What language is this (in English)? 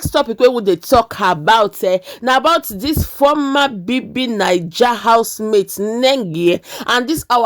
Nigerian Pidgin